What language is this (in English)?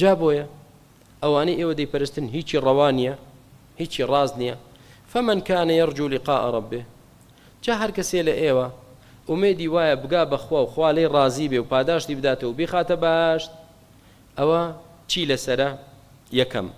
Central Kurdish